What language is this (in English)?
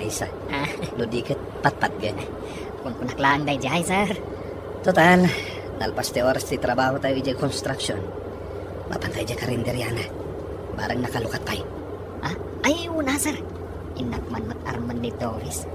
Iloko